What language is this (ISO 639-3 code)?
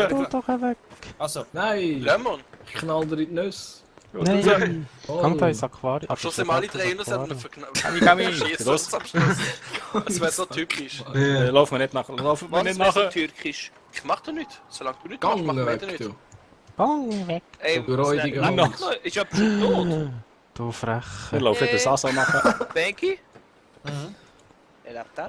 gsw